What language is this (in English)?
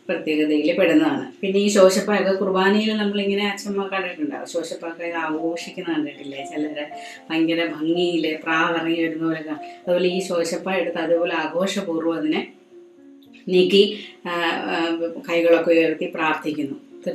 Malayalam